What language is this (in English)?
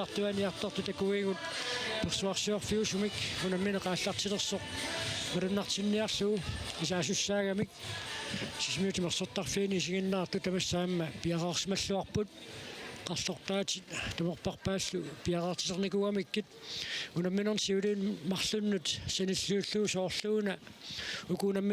Kalaallisut